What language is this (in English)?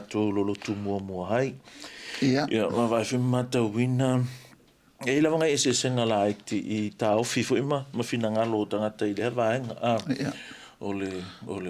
Samoan